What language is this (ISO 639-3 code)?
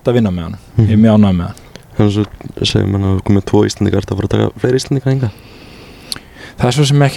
isl